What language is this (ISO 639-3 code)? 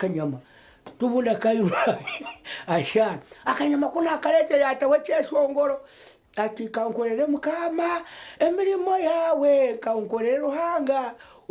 nyn